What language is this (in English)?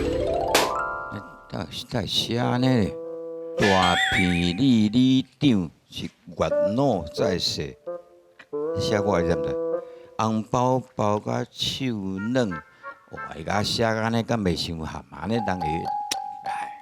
Min Nan Chinese